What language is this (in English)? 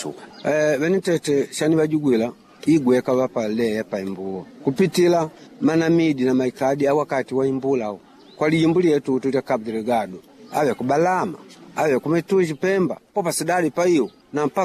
Makonde